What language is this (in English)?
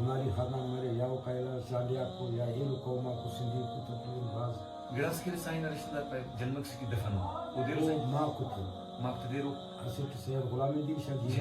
Brahui